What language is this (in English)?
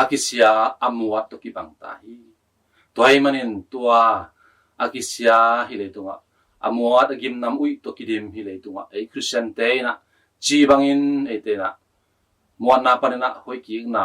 Tedim Chin